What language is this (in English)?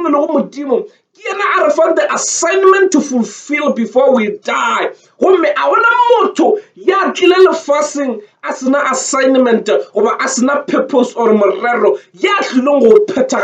Northern Sotho